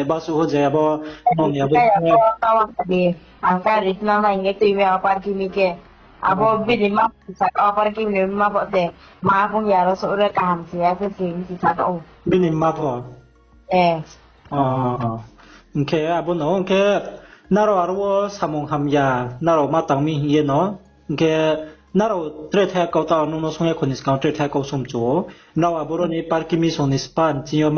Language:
Riang (India)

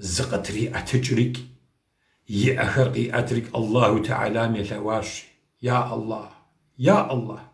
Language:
Kabardian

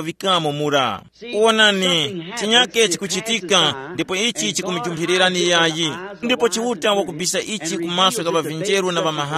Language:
Tumbuka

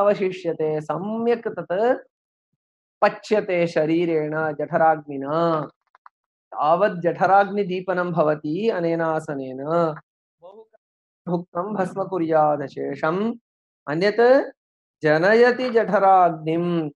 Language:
Sanskrit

